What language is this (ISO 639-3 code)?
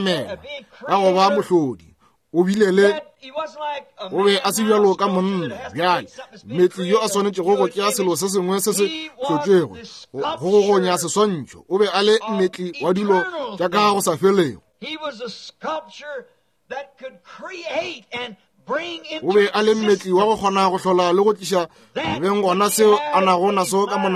nso